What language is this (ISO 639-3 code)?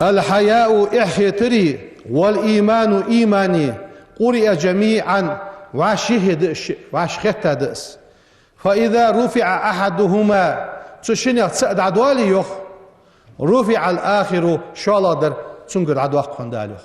inh